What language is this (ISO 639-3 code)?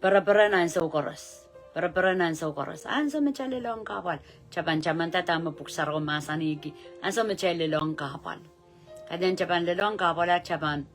pon